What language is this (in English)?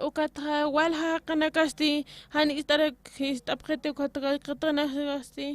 Aymara